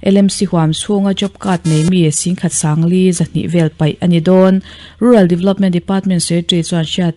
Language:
Mizo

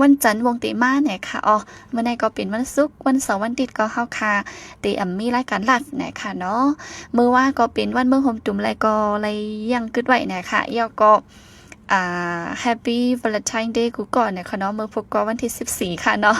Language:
Shan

